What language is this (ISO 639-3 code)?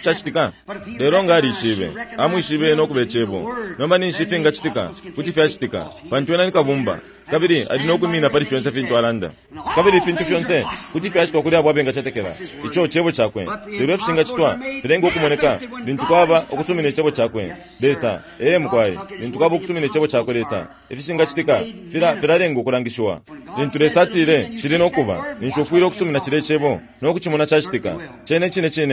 bem